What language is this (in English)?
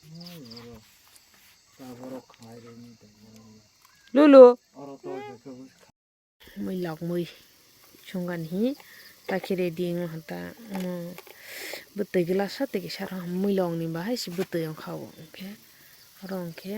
Kok Borok